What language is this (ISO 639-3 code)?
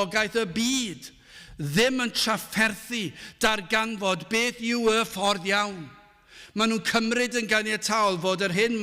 cym